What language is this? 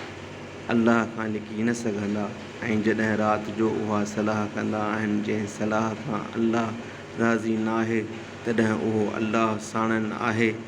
Sindhi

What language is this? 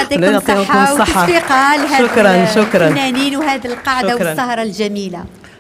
Algerian Arabic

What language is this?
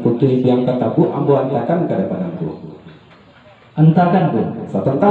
Minangkabau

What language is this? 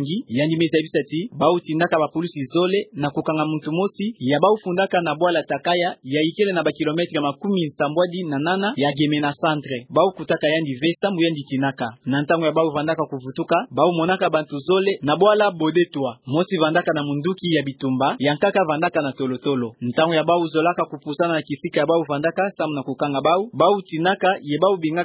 Kituba (Democratic Republic of Congo)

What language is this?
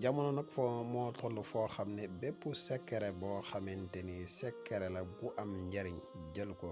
Wolof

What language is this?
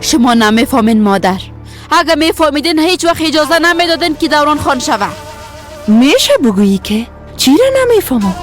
Persian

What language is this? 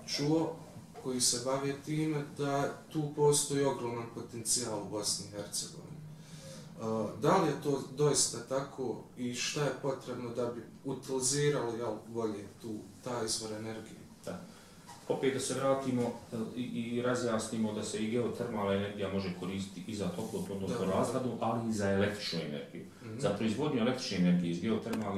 Bosnian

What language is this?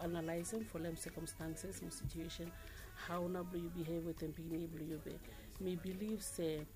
Bislama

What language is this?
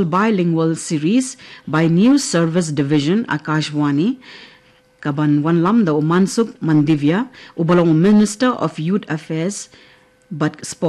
Khasi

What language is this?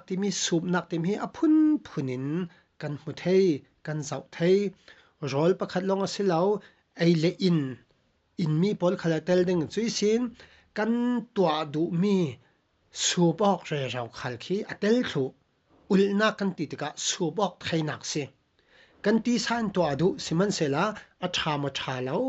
Falam Chin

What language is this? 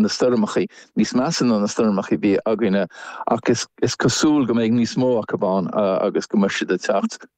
Irish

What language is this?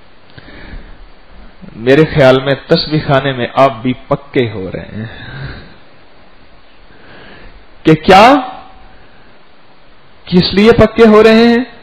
Urdu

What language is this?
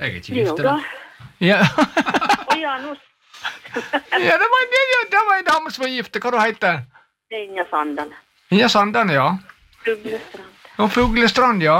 Norwegian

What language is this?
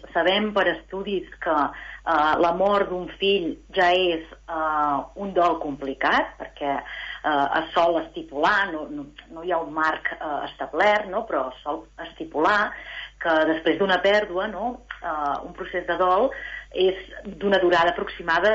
Catalan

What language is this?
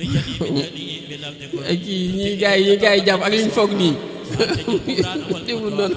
Wolof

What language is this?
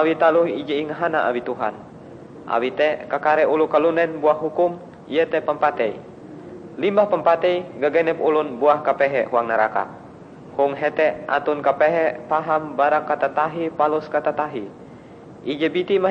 Ngaju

